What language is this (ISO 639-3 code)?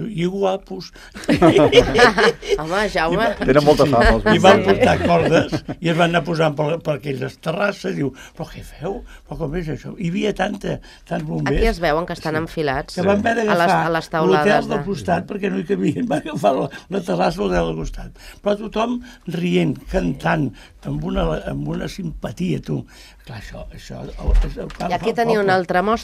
cat